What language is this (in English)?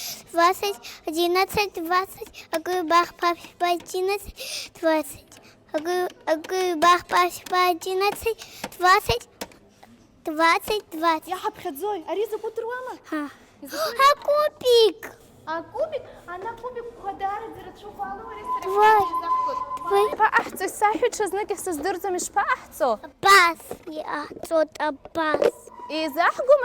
Abkhazian